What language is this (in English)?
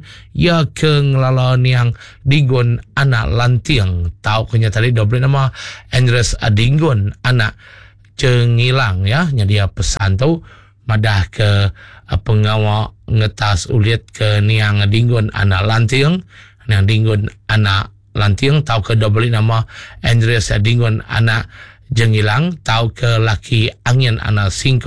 Iban